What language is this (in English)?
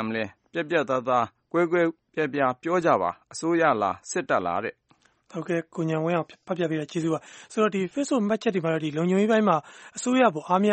Burmese